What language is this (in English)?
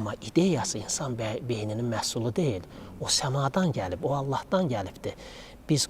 Azerbaijani